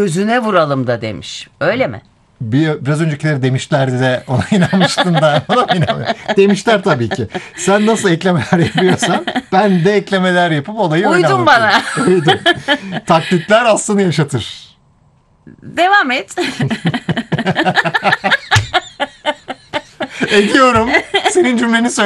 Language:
Turkish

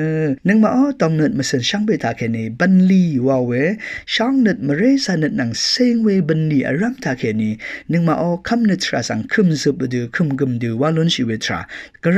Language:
Rawang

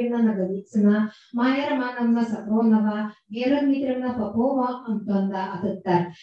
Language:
Yakut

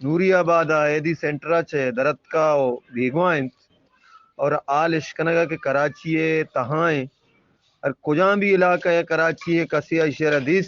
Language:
Eastern Balochi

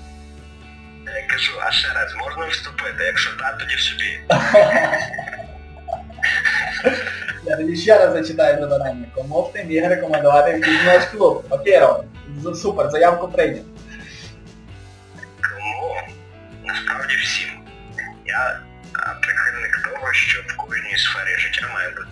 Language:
Ukrainian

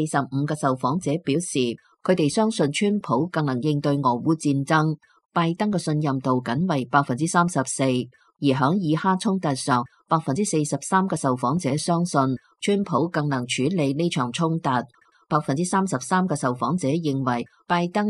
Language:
Cantonese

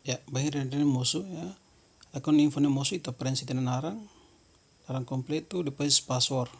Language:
Tetum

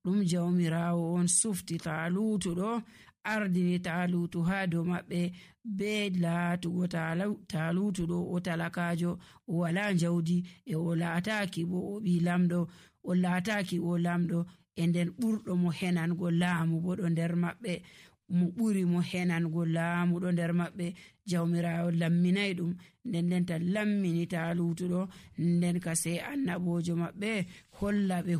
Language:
Nigerian Fulfulde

